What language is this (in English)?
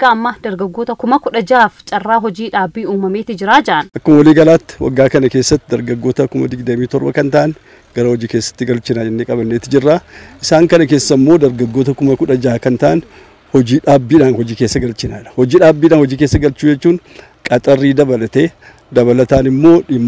Oromo